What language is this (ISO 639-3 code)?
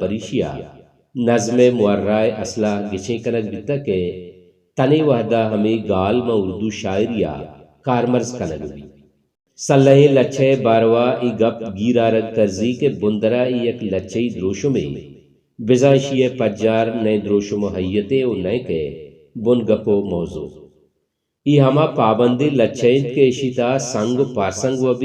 bal